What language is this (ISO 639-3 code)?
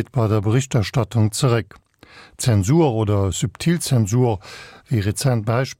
ltz